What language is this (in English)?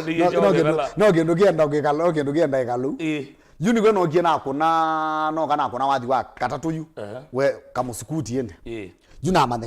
Kamba